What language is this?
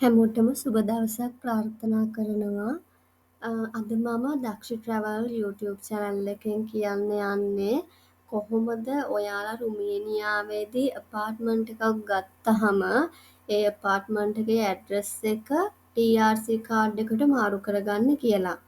Sinhala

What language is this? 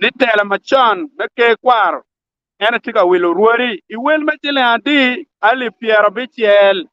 Acoli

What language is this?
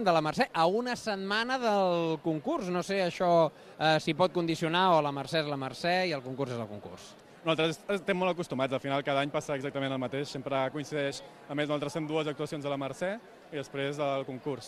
Catalan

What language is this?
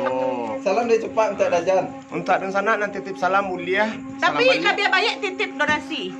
Minangkabau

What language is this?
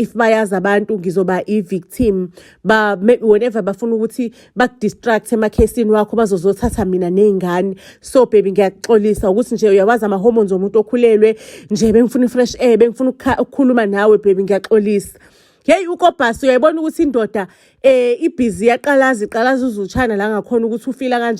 Zulu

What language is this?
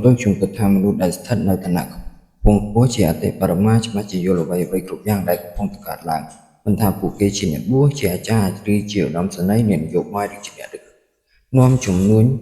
Khmer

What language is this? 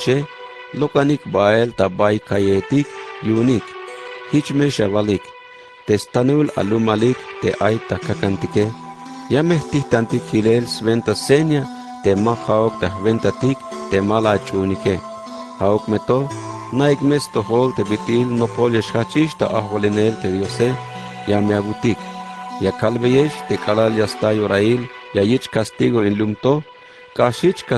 Tzeltal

